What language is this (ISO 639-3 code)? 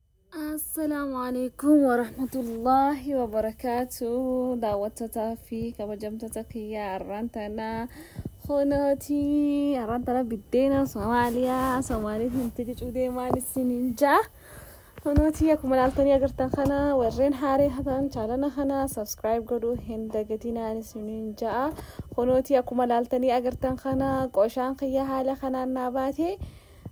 orm